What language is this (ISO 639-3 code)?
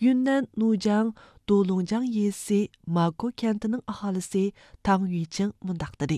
uig